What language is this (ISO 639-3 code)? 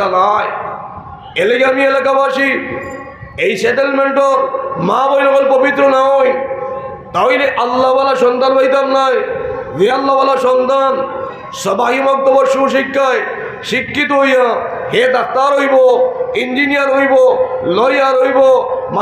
syl